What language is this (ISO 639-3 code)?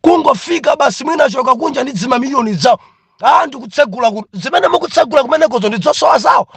nya